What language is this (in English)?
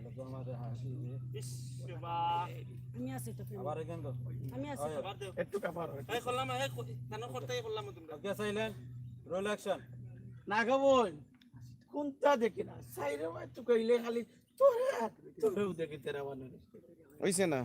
Sylheti